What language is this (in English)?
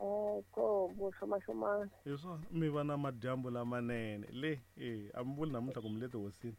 Tsonga